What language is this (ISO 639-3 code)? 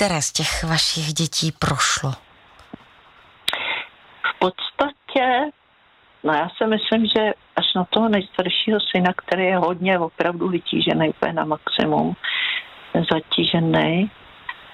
ces